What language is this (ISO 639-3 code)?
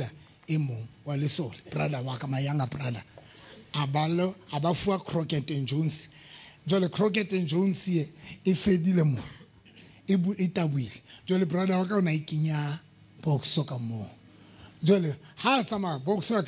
sot